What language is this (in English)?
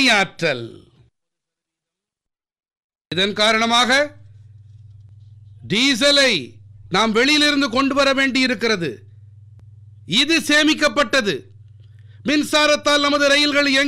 Tamil